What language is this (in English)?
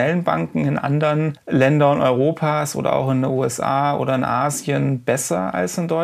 German